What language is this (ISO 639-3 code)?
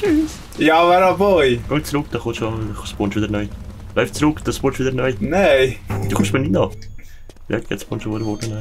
gsw